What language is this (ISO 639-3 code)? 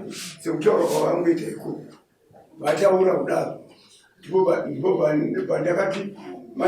sna